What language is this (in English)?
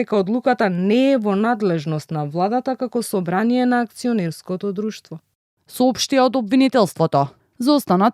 Macedonian